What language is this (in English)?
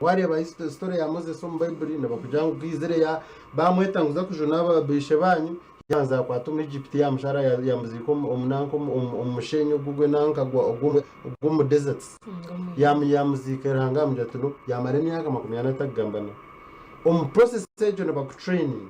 Nyankole